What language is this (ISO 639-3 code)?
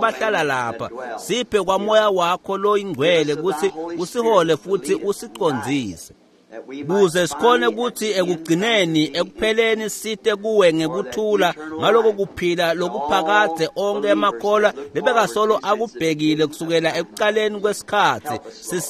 ssw